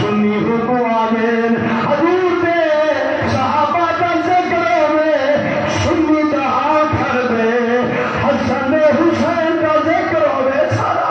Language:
Saraiki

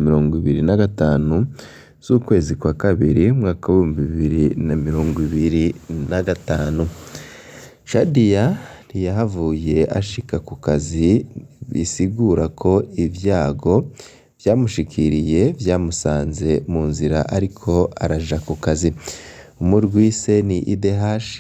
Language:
Rundi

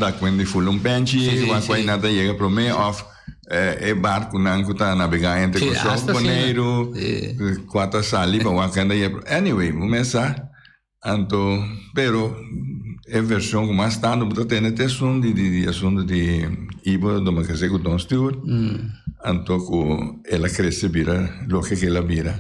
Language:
Papiamento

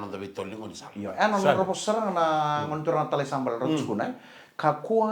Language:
Fijian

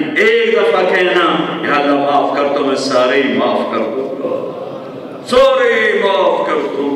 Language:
Urdu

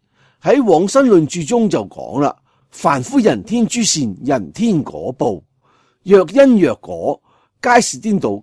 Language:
Cantonese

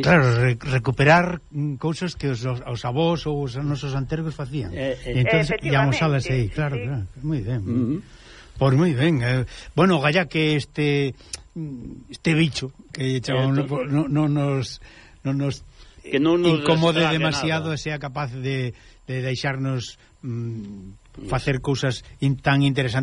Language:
Galician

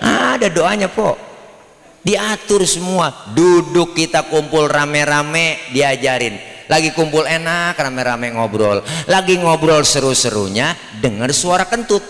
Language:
Betawi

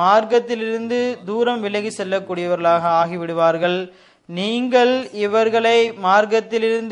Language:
Tamil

